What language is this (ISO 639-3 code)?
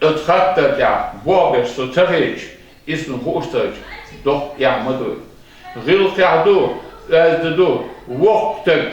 che